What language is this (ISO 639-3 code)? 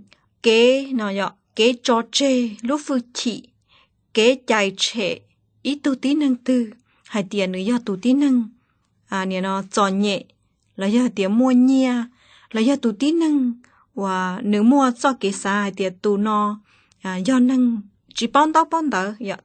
hmn